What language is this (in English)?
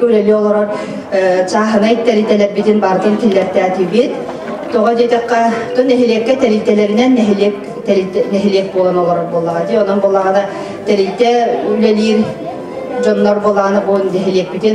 Yakut